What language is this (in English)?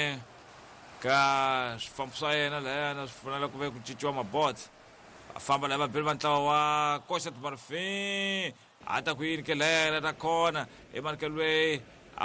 Tsonga